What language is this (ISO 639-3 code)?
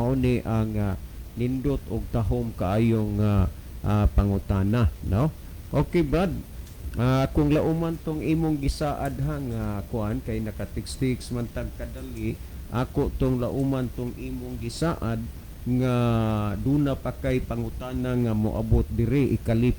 ceb